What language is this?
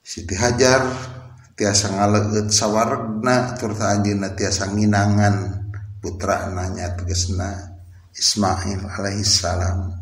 Sundanese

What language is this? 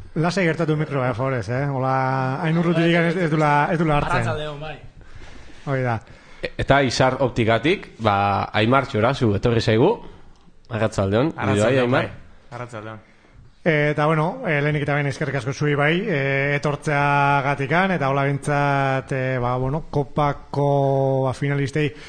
Basque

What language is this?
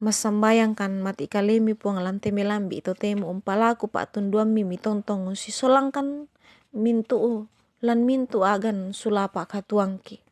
Toraja-Sa'dan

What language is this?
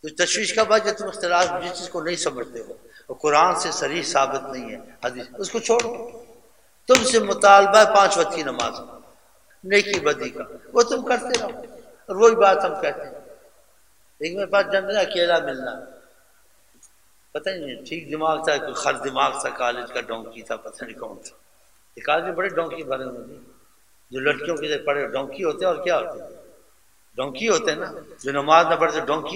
Urdu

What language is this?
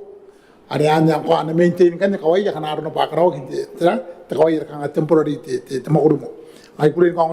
Gilbertese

